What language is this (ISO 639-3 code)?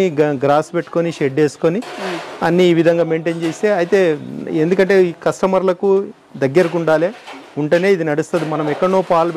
tel